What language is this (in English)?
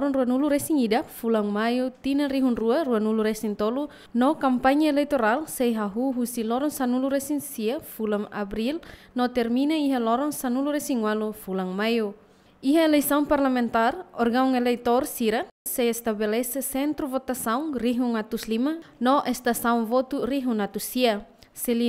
Tetum